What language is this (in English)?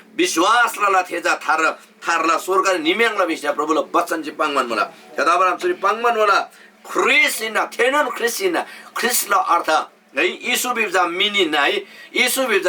Eastern Tamang